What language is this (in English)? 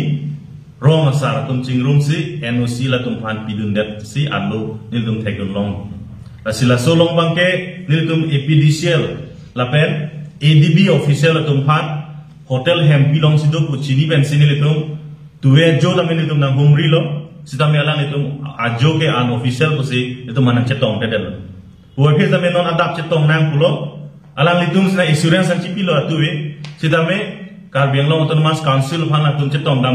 Karbi